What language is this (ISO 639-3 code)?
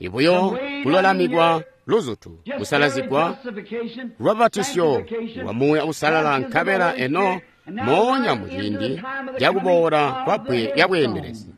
toi